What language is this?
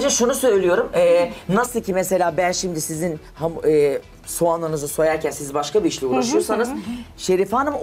Turkish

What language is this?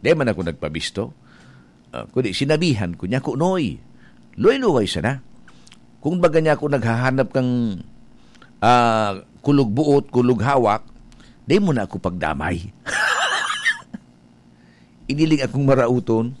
Bikol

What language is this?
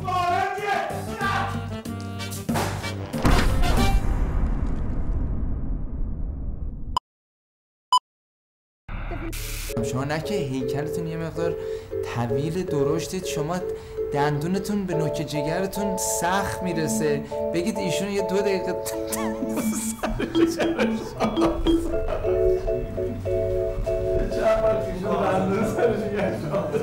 Persian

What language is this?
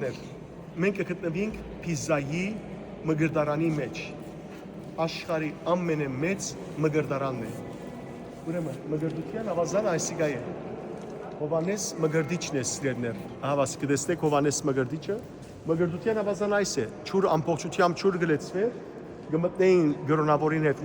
Western Armenian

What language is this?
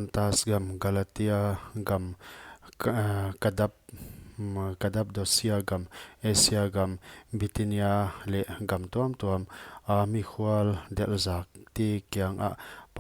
Paite Chin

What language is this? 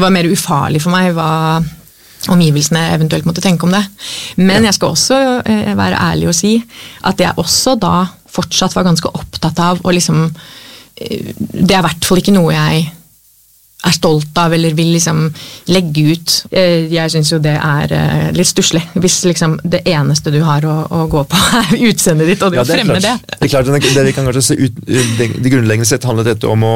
Norwegian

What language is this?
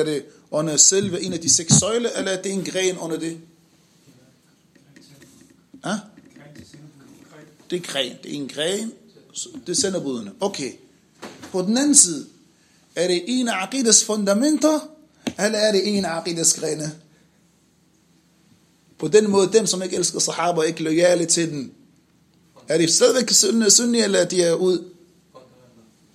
Danish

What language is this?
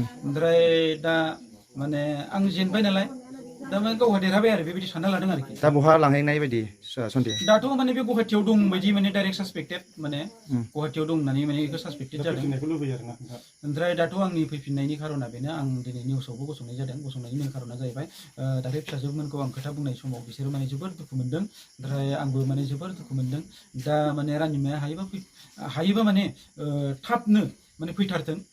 Bodo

